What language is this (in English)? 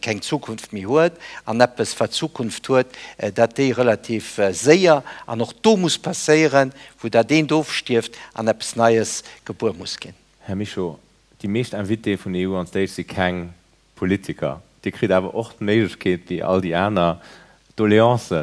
Luxembourgish